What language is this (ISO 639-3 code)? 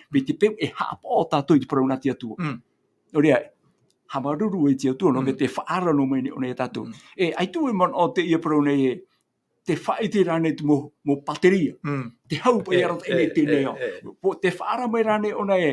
tah